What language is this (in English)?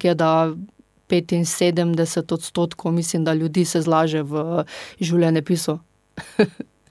Slovenian